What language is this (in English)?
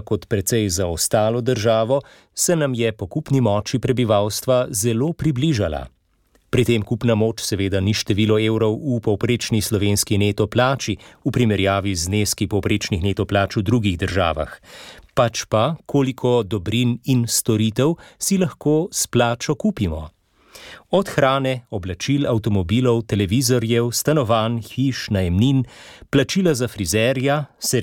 Slovenian